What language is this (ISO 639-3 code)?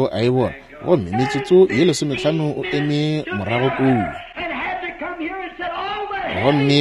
nso